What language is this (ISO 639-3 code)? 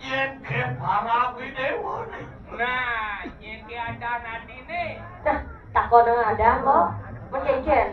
ban